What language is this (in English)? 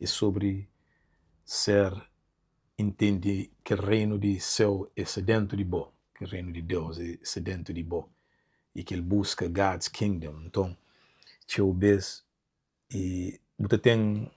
Kabuverdianu